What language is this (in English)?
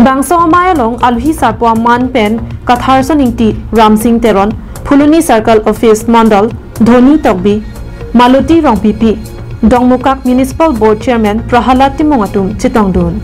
Karbi